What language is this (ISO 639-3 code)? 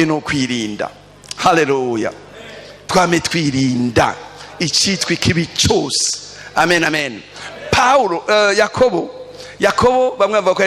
run